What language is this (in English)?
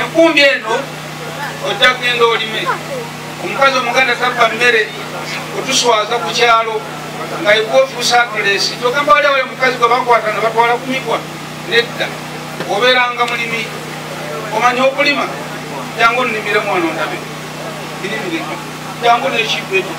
Ganda